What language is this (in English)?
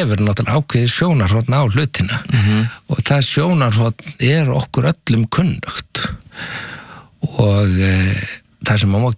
Icelandic